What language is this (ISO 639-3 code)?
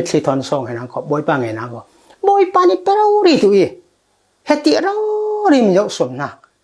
cfm